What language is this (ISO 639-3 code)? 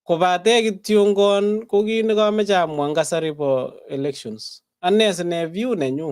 kln